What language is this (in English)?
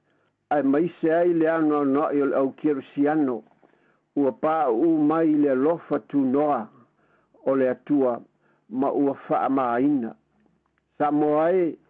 Samoan